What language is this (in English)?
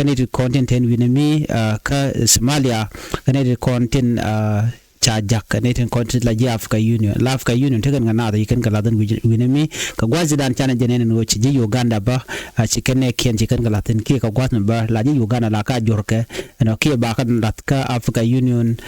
Nuer